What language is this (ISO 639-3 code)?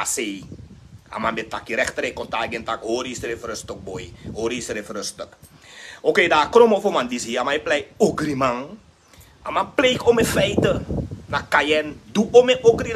srn